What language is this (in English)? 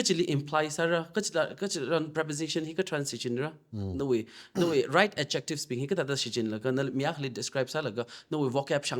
Tangkhul Naga (India)